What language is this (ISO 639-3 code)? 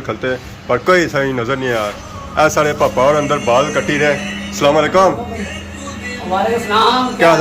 phr